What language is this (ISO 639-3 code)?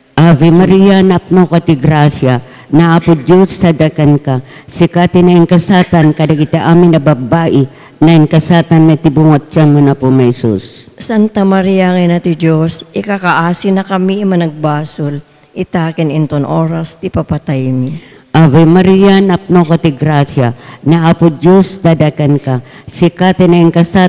ilo